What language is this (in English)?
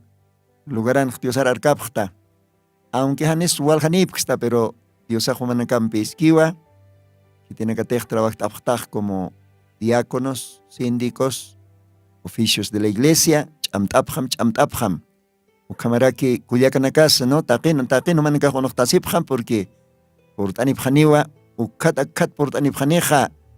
Aymara